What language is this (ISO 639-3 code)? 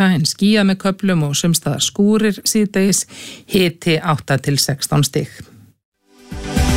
isl